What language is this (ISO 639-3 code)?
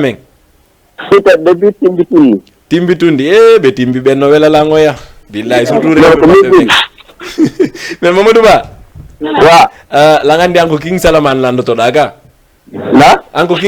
ful